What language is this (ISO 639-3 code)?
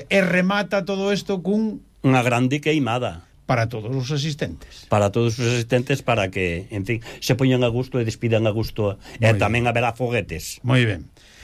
glg